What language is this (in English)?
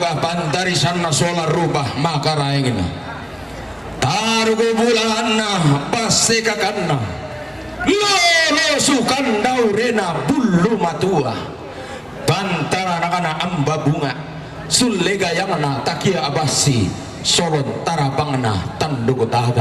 Toraja-Sa'dan